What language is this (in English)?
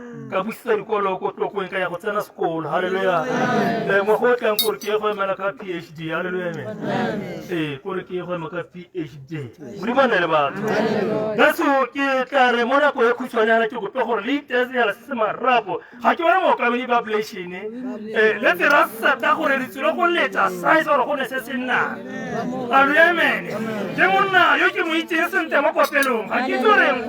Tswana